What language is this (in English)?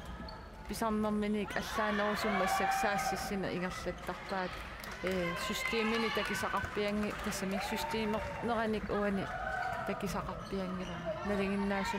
Kalaallisut